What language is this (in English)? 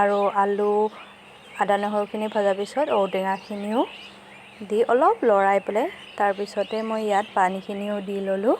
Assamese